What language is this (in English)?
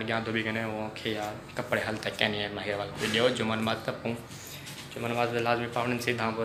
Saraiki